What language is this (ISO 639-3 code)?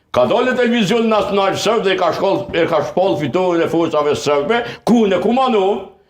sqi